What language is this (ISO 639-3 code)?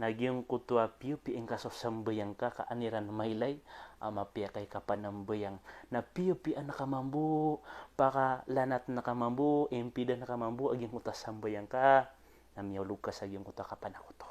mrw